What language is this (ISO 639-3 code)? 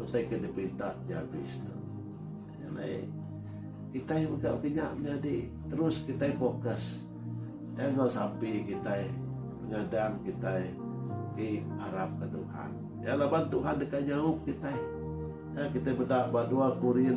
iba